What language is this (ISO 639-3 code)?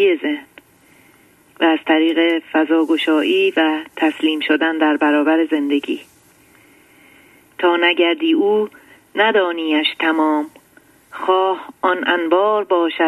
fas